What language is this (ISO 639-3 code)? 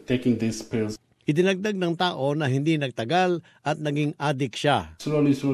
fil